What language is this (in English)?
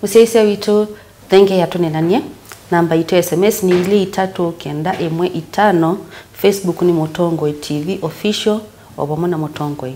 Kamba